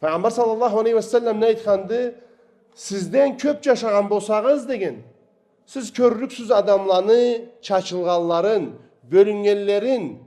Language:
Karachay-Balkar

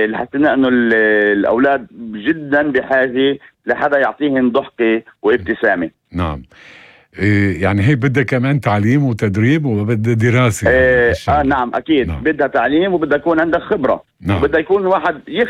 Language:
North Levantine Arabic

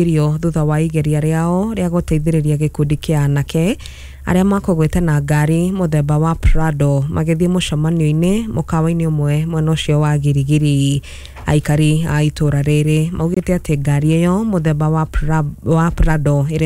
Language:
Kikuyu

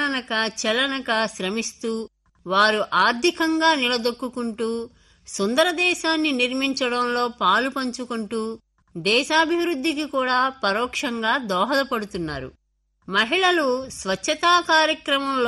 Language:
Telugu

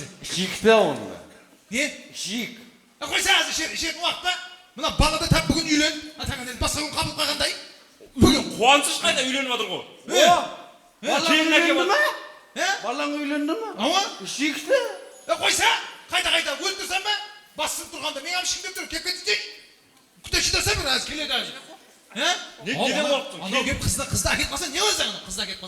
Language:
Kara-Kalpak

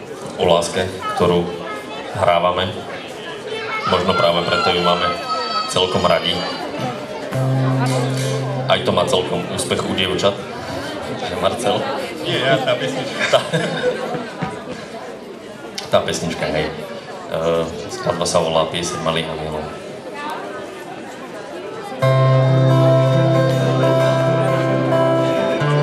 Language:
Slovak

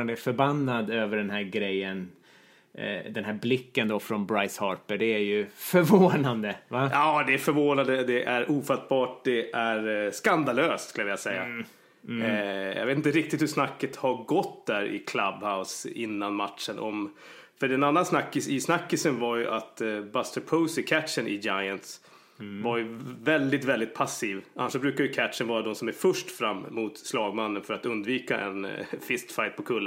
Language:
Swedish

